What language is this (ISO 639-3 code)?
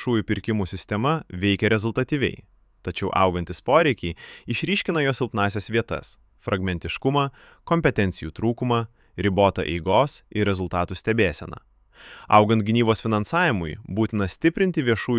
lit